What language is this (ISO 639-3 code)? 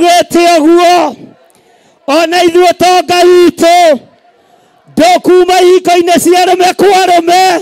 kik